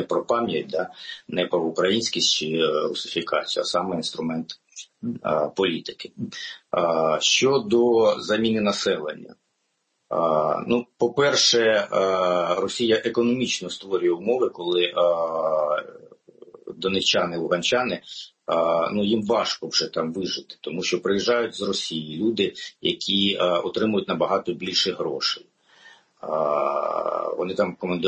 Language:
Ukrainian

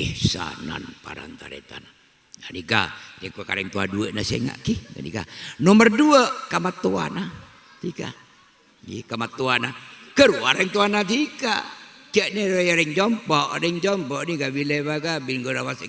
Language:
Madurese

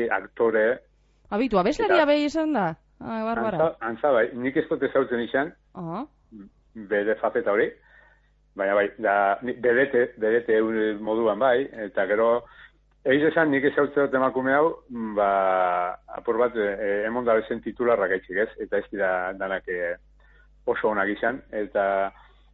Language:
Basque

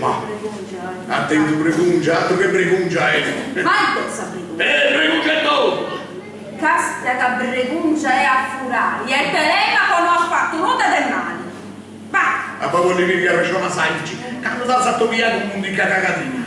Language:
Sardinian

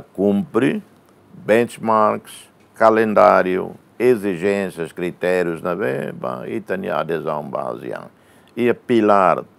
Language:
Tetum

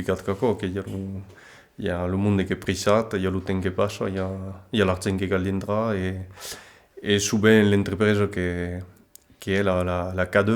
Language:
Occitan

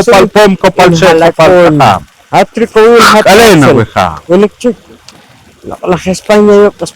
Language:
Poqomchi'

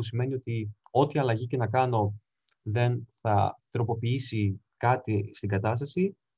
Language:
Greek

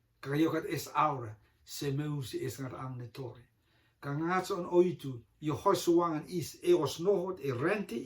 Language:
Rotuman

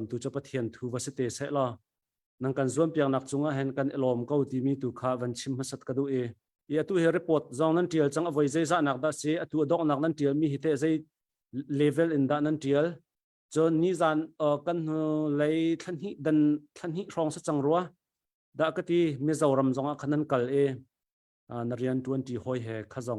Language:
Hakha Chin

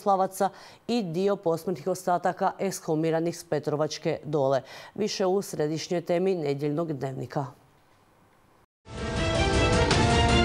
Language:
Croatian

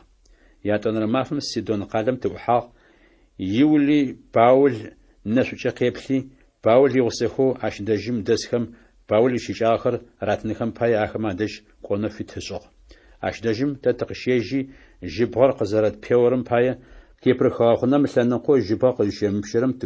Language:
Adyghe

